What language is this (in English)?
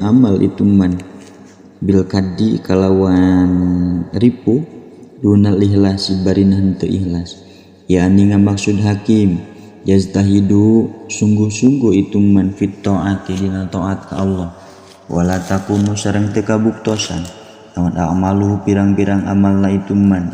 Sundanese